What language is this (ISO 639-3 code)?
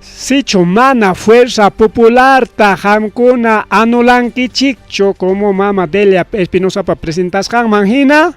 quy